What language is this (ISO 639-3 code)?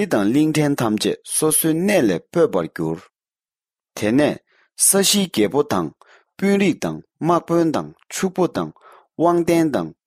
bod